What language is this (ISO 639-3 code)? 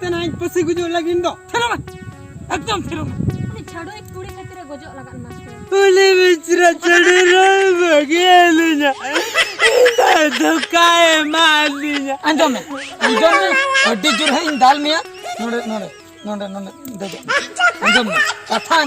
sat